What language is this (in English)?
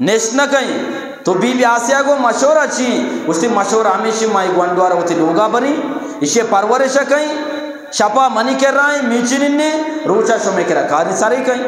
Eastern Balochi